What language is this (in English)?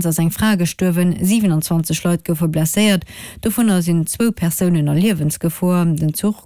Luxembourgish